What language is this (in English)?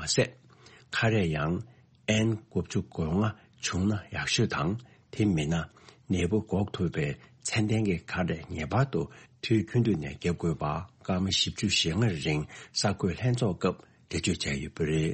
Tibetan